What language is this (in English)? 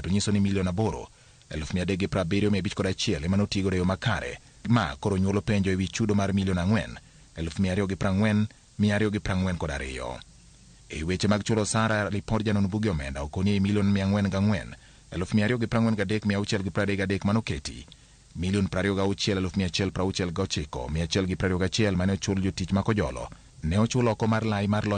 Luo (Kenya and Tanzania)